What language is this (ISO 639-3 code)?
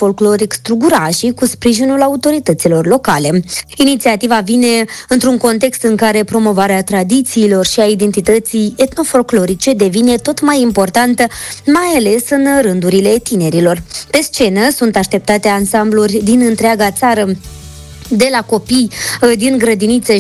ron